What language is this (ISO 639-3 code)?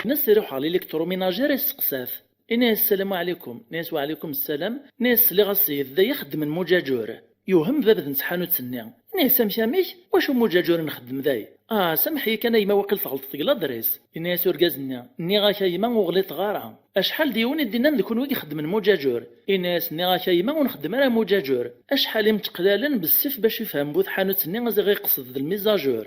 kab